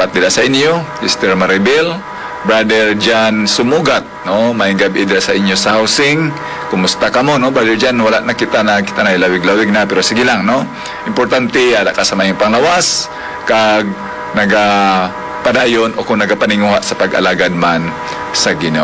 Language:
Hiligaynon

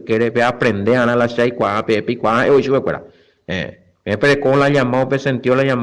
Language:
Guarani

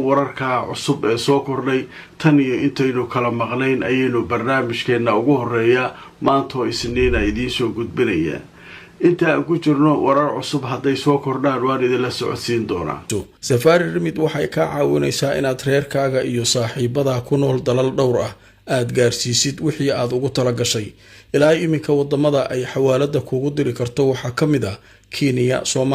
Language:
Somali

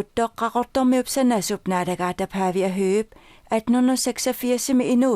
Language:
Kalaallisut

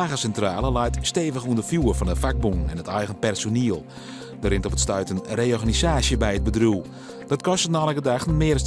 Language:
Western Frisian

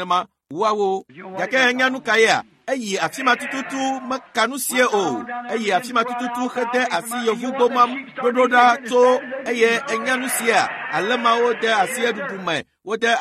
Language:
Ewe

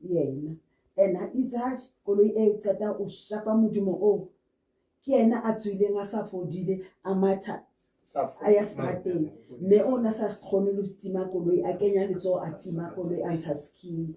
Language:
Southern Sotho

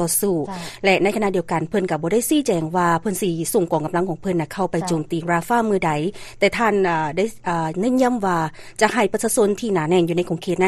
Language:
Lao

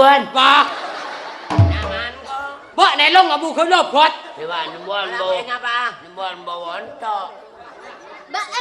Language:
Madurese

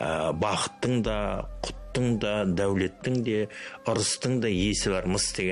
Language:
Kazakh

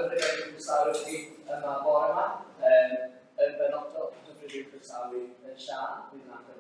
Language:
Welsh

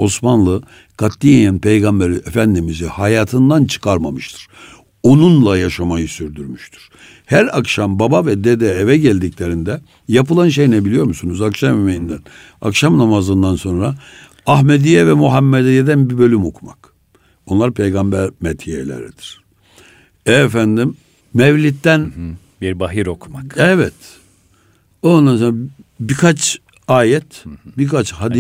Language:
Turkish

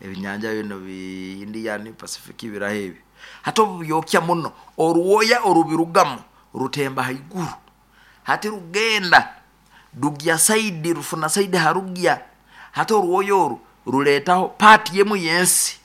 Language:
Nyoro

